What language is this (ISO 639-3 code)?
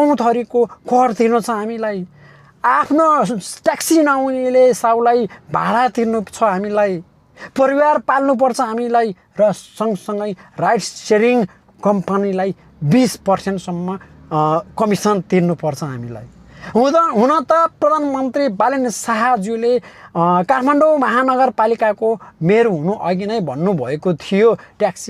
nep